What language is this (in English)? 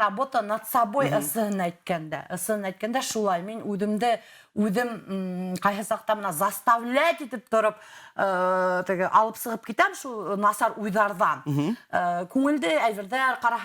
Bashkir